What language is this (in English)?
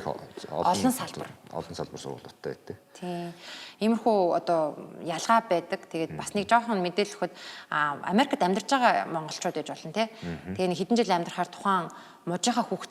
Mongolian